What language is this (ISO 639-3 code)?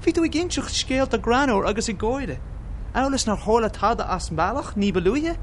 gle